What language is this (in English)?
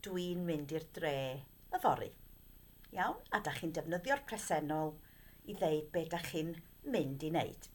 Welsh